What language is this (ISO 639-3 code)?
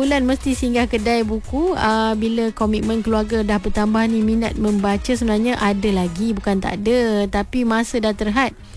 msa